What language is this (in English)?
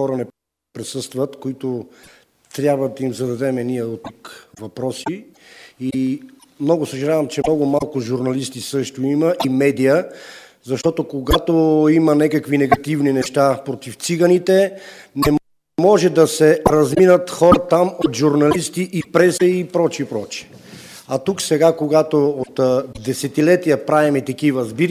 Bulgarian